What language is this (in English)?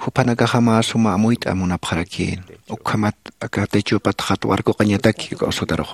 Aymara